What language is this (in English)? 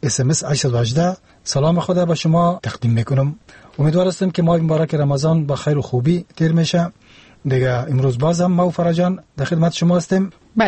Persian